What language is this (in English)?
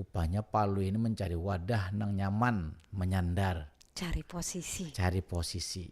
Banjar